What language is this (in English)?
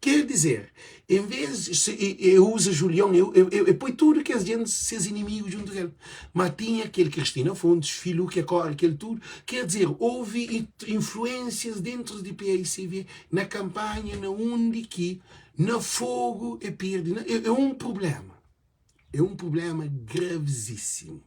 Kabuverdianu